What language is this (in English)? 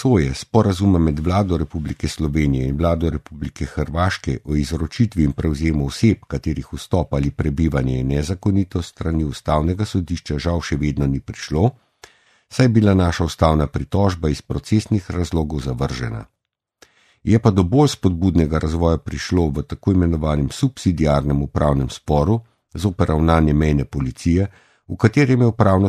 Slovenian